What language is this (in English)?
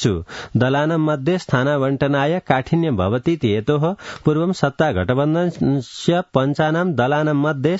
Sanskrit